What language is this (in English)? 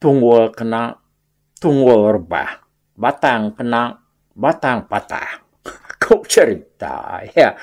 Iban